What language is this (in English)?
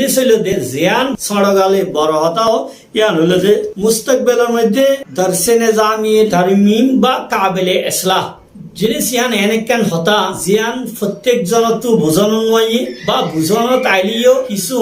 Rohingya